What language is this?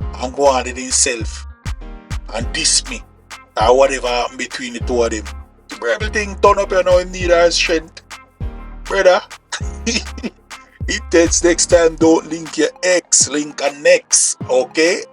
Jamaican Creole English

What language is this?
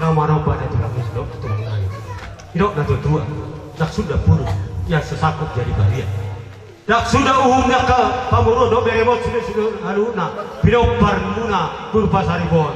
Batak Toba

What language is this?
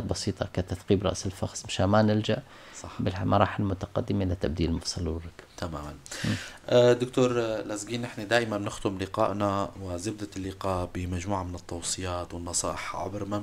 North Levantine Arabic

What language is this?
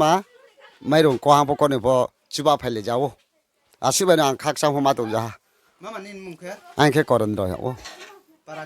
Riang (India)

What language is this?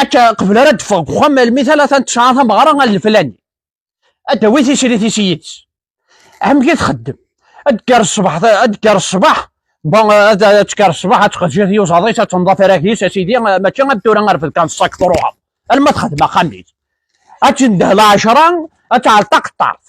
Kabyle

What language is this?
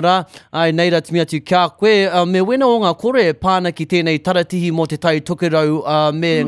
Māori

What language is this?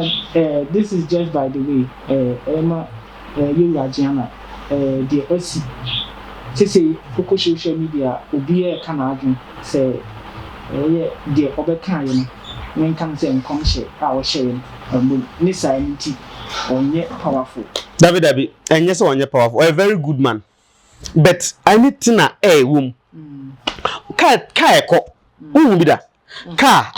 Akan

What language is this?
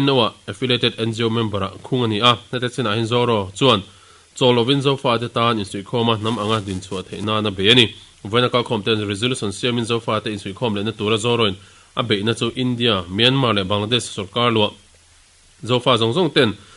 Mizo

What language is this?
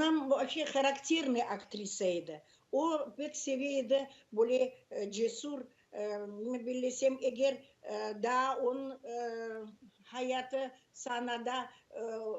Crimean Tatar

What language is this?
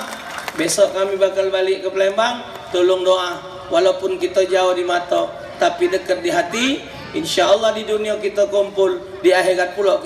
Musi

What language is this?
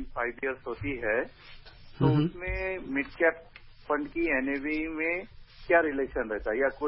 Hindi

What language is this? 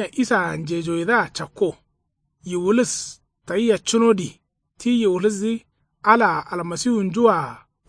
Kanuri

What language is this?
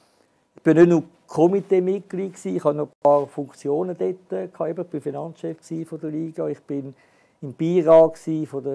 German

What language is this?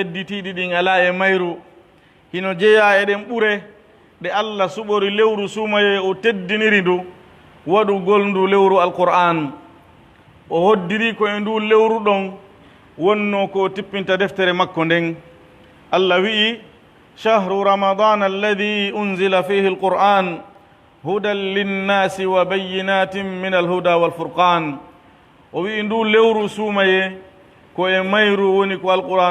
Pular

